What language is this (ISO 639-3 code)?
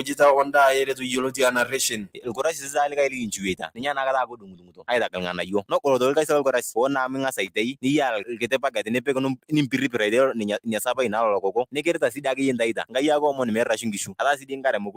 mas